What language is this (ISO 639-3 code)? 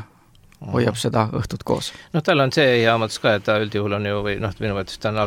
est